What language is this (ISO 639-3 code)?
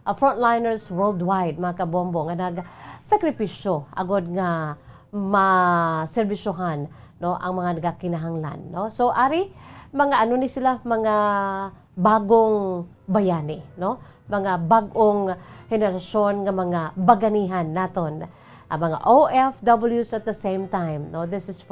hil